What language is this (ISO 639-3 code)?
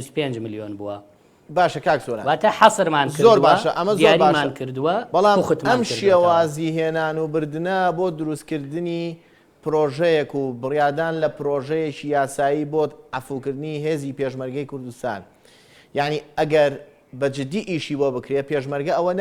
ckb